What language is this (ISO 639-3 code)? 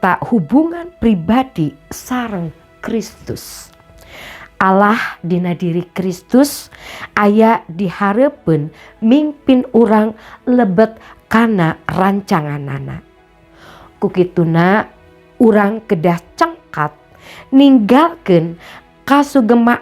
sun